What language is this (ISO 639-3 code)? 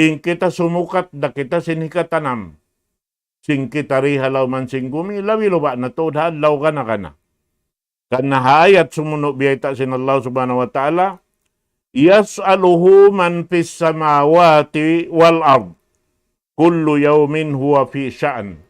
tsg